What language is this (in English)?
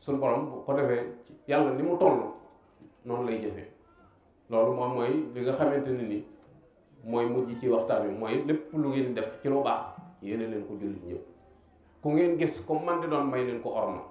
Wolof